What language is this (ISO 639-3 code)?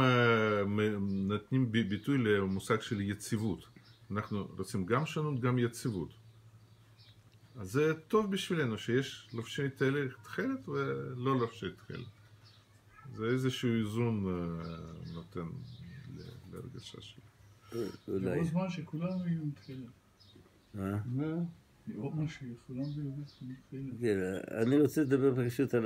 heb